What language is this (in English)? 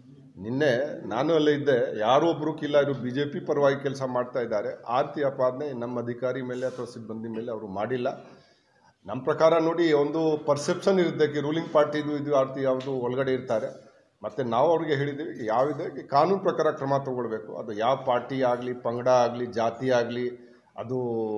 Kannada